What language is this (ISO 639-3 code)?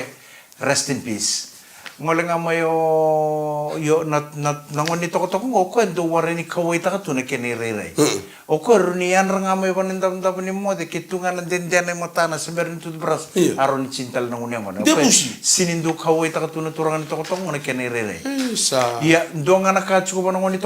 fij